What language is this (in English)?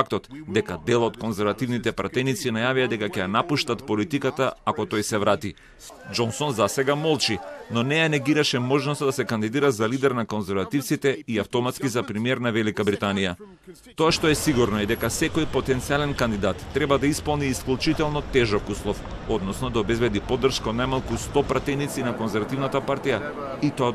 Macedonian